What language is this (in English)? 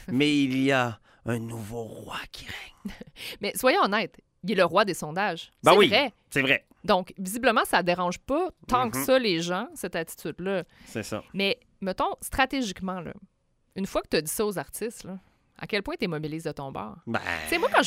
French